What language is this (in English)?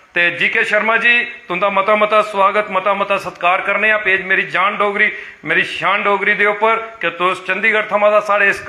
Dogri